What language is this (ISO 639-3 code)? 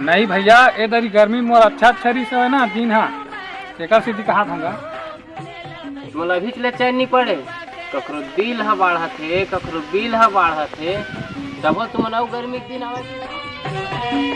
hne